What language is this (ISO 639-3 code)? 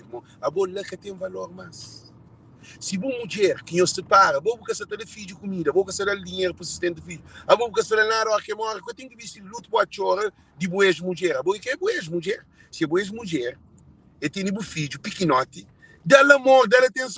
kea